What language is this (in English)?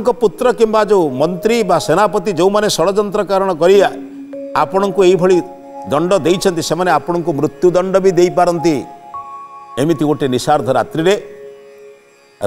Odia